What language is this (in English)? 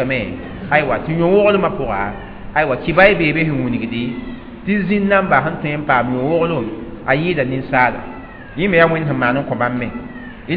Mossi